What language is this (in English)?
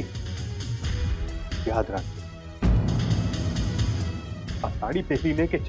Gujarati